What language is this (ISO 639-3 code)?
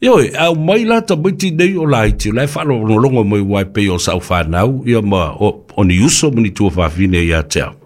smo